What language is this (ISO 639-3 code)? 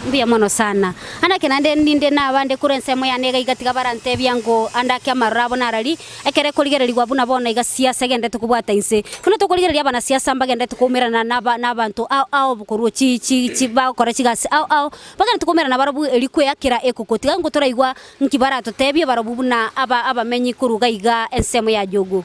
guz